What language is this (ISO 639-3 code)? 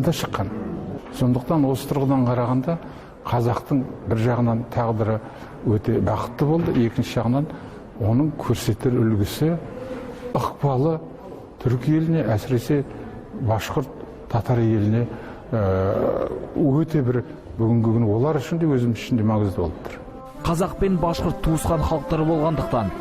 bak